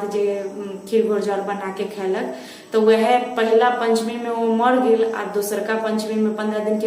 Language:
Maithili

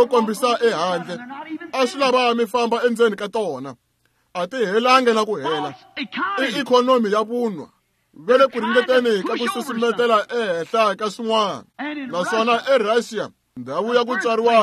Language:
Tsonga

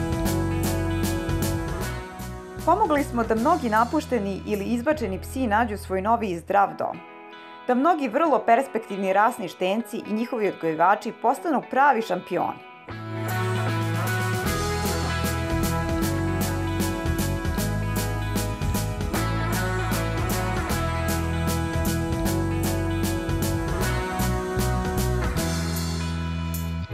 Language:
Serbian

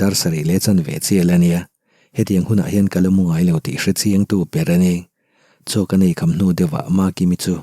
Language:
Mizo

